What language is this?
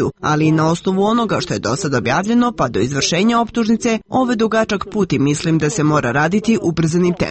Serbian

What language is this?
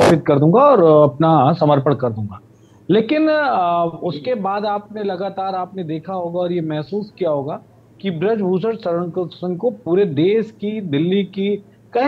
Hindi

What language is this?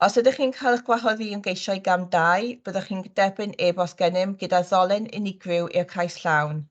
Welsh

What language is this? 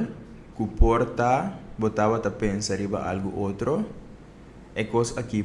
Papiamento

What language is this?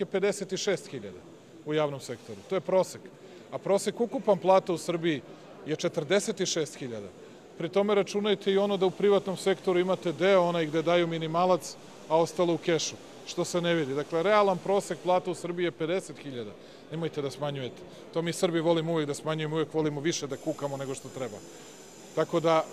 Serbian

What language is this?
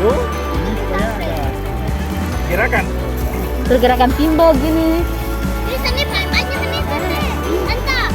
Ambonese Malay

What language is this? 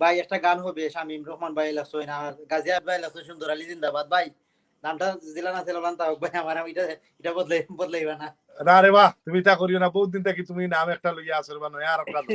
Sylheti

